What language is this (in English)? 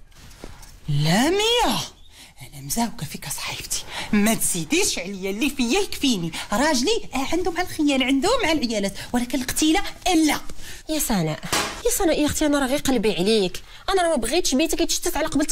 Moroccan Arabic